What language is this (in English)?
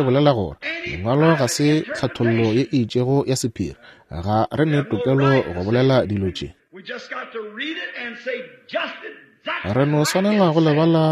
Northern Sotho